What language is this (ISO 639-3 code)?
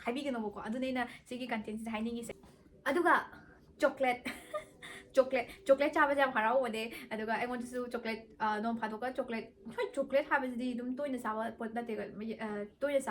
mni